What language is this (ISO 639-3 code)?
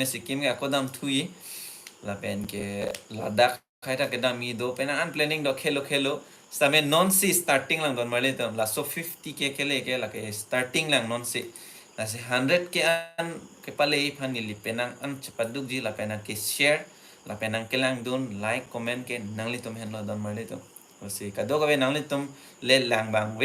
mjw